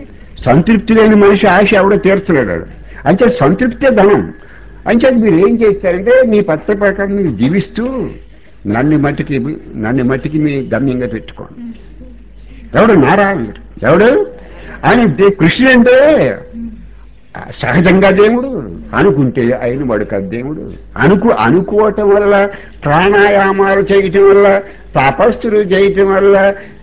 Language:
Telugu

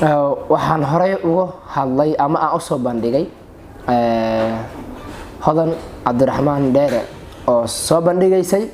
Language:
Somali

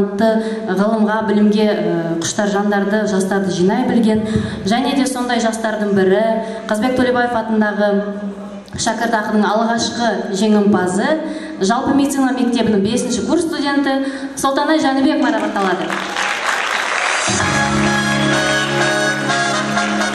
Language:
Kazakh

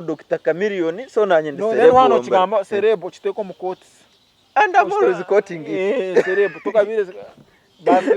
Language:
Nyankole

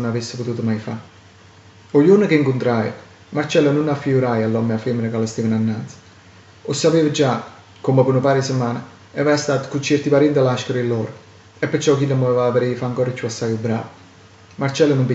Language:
Neapolitan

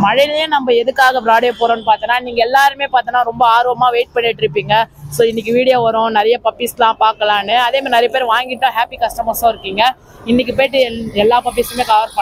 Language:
Tamil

